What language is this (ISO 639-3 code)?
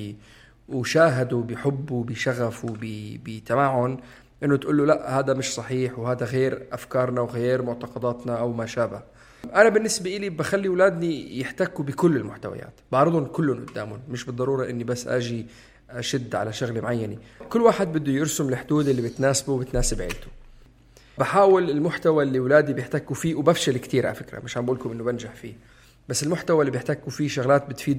apc